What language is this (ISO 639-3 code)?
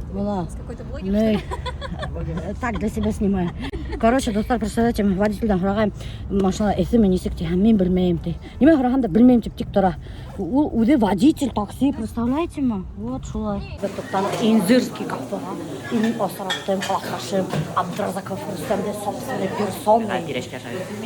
bak